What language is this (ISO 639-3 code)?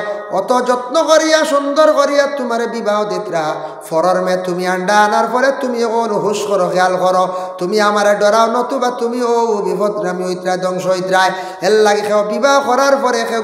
syl